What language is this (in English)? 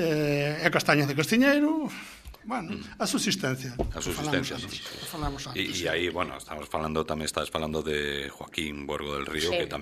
Galician